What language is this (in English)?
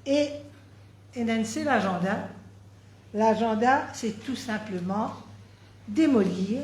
Morisyen